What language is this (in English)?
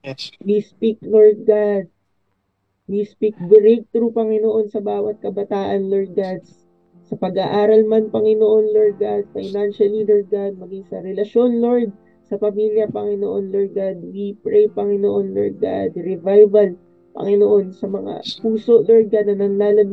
Filipino